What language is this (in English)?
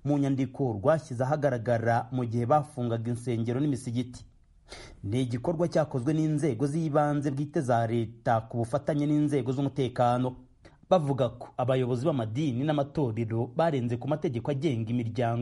Kinyarwanda